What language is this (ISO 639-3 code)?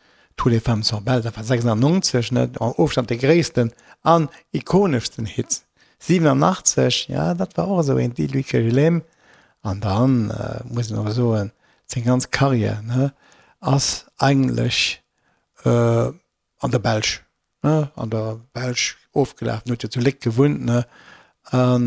ltz